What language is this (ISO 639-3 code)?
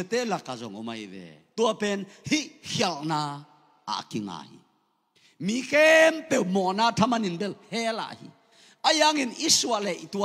ctd